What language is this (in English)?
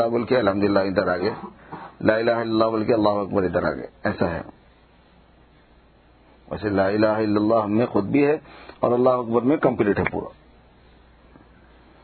Urdu